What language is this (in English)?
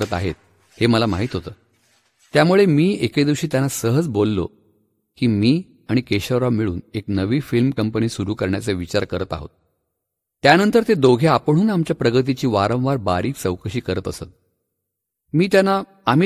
Marathi